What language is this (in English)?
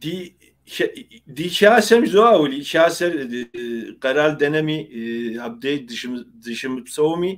Kabardian